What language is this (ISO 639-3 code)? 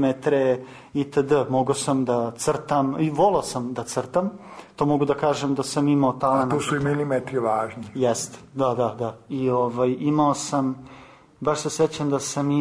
srp